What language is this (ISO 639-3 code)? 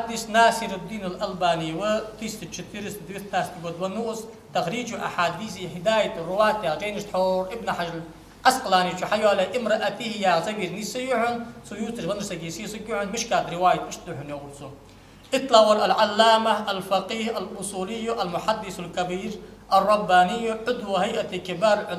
inh